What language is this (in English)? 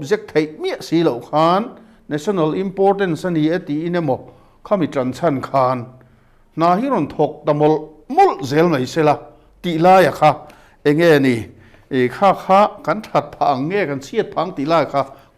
Mizo